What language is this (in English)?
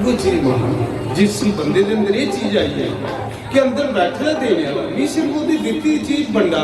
Dogri